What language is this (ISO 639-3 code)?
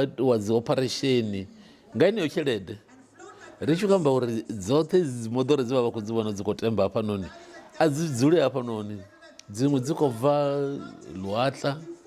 ven